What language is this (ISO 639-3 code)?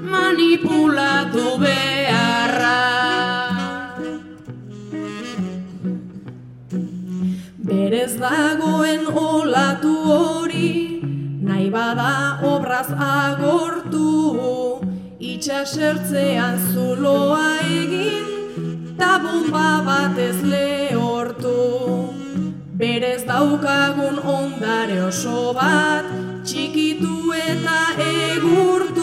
eus